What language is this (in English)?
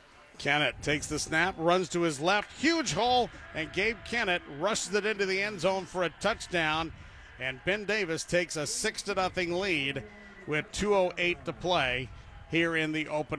English